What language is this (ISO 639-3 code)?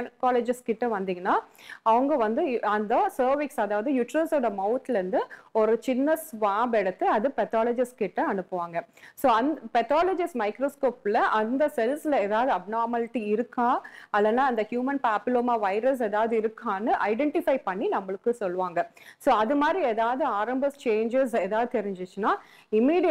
tam